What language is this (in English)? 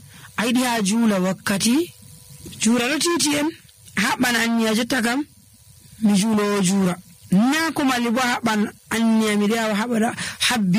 Nigerian Fulfulde